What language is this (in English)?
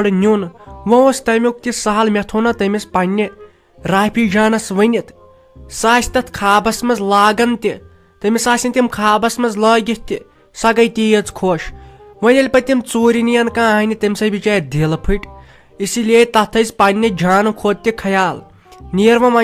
Kashmiri